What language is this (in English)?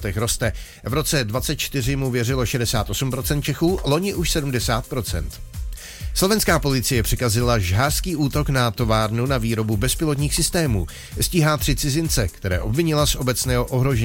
Czech